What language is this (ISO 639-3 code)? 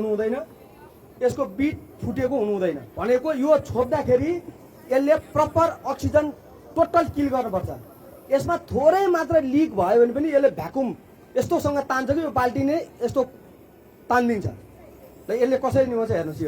nep